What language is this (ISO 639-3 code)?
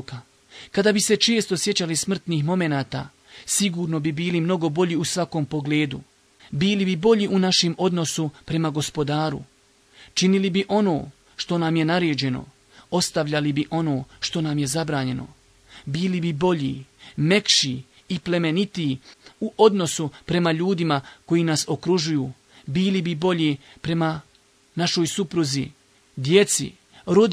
bos